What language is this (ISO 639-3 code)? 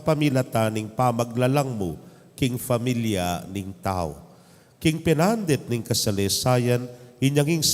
pam